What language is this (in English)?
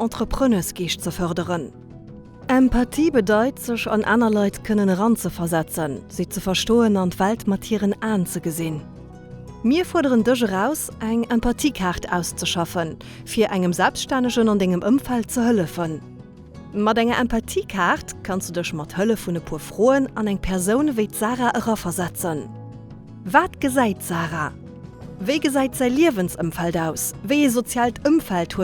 Luxembourgish